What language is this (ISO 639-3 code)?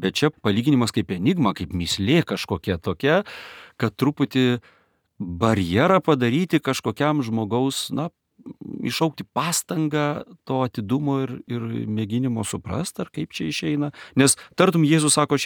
lit